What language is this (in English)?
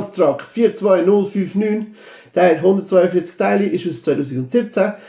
Swiss German